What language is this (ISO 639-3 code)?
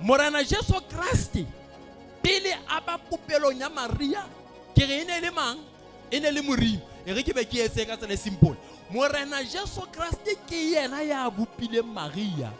sot